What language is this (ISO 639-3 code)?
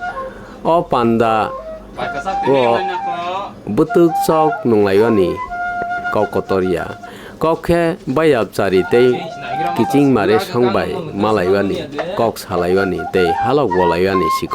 trp